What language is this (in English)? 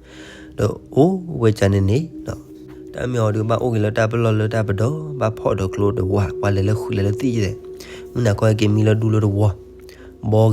S'gaw Karen